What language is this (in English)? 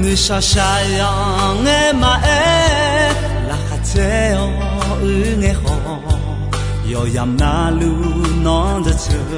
Akha